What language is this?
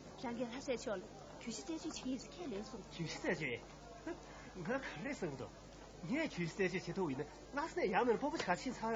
Tibetan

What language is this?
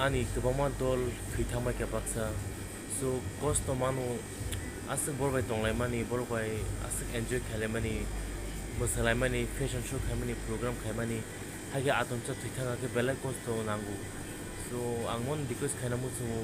Kok Borok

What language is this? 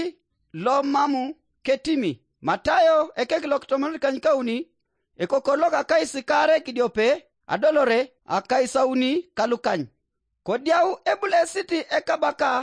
Teso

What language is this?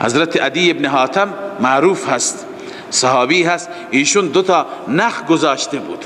Persian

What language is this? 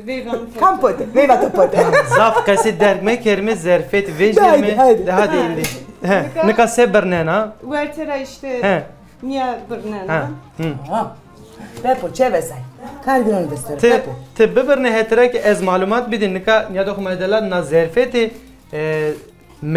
Zaza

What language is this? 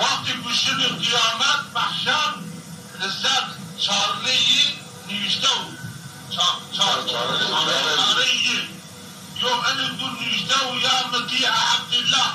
Zaza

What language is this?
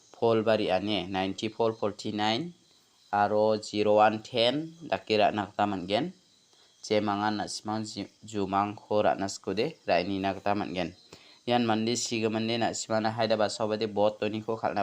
Garo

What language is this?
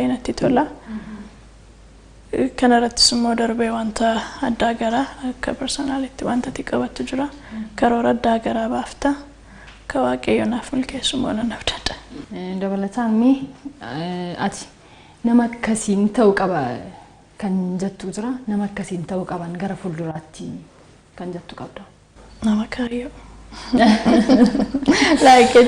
Oromo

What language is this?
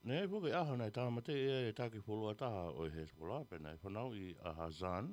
Tongan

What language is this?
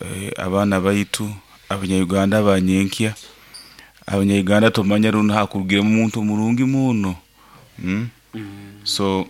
Nyoro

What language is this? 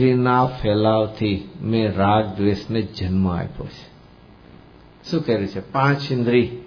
Gujarati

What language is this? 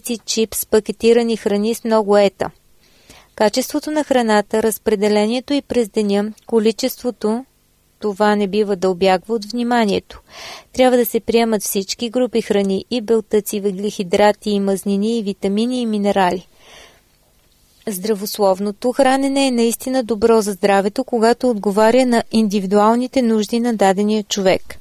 Bulgarian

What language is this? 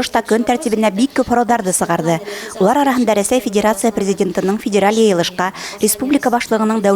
Bashkir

